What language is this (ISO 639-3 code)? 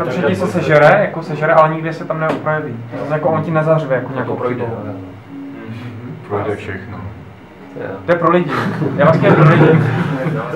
ces